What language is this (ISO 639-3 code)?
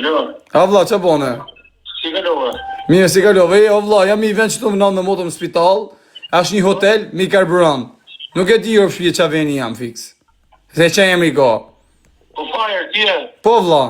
sqi